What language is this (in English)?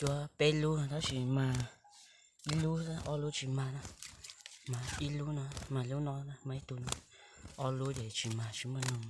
Hmong